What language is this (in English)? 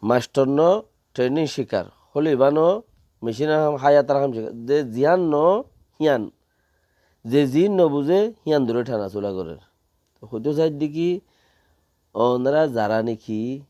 Rohingya